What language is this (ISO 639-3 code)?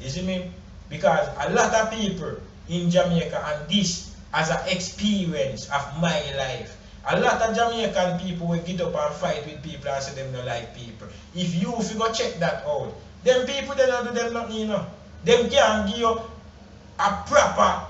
jam